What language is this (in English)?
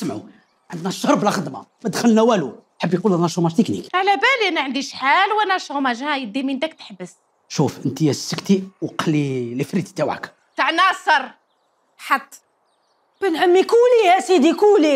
Algerian Arabic